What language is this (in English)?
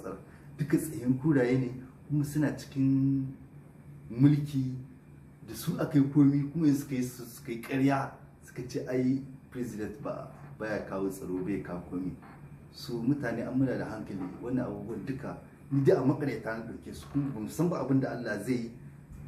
Hausa